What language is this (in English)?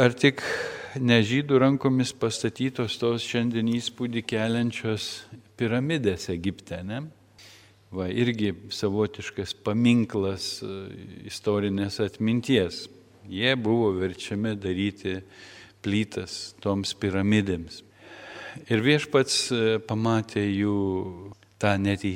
Lithuanian